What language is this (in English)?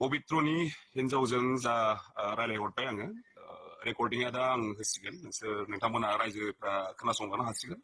Bodo